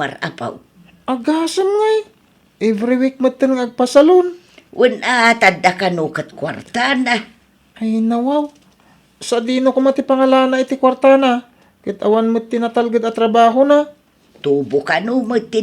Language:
Iloko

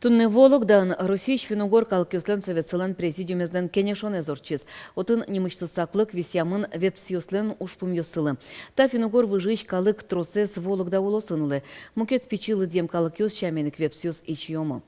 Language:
Udmurt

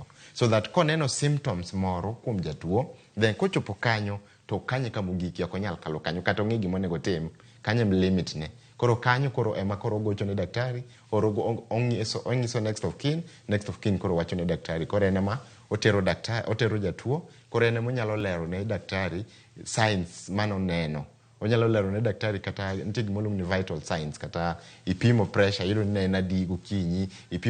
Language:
Luo (Kenya and Tanzania)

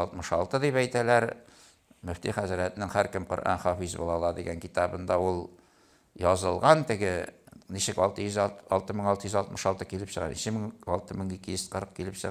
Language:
Tatar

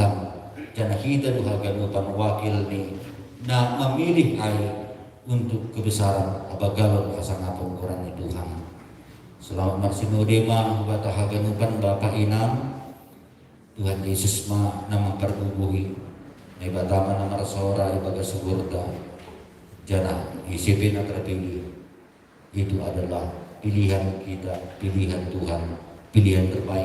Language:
Batak Simalungun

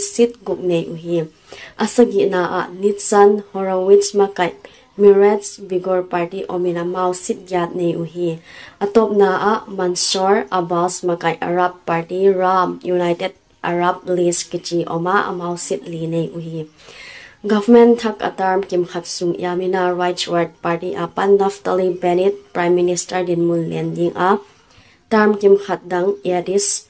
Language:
Paite Chin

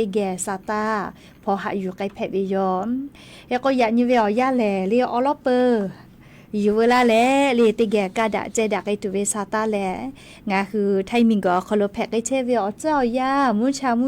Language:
Lahu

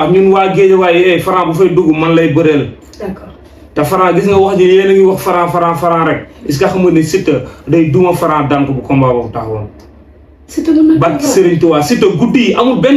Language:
Wolof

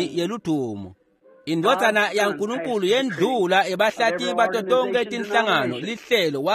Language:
Swati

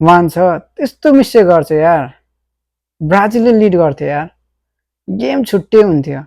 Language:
Nepali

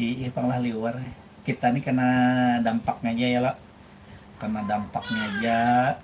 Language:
Banjar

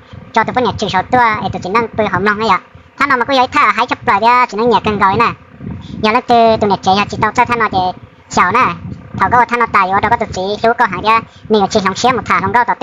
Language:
Hmong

